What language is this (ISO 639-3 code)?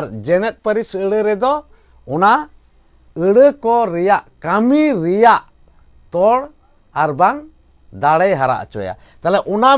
sat